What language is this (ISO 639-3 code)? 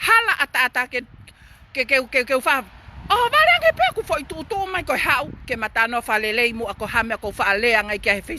ton